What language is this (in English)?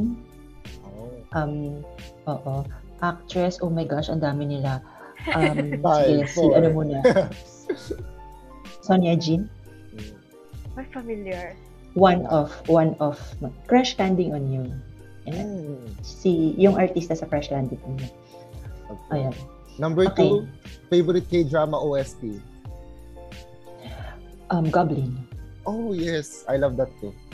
Filipino